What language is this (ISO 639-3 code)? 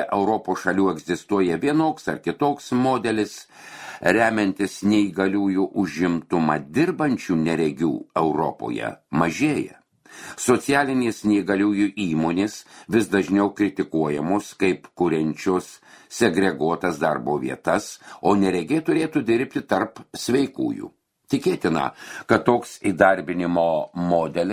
lit